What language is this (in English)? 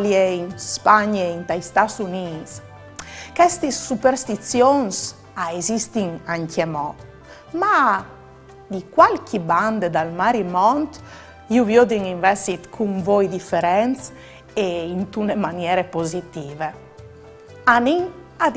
Friulian